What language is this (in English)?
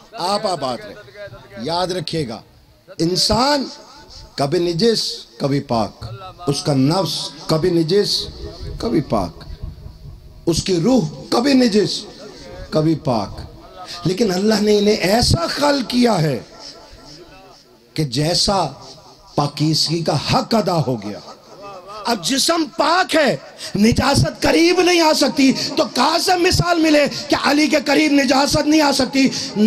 Urdu